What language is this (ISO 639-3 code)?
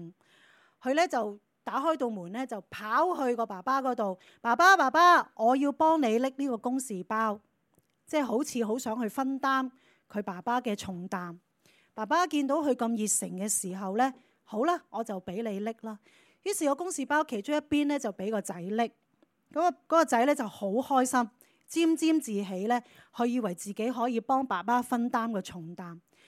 yue